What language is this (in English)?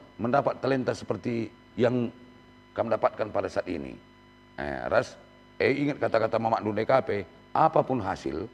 Batak Karo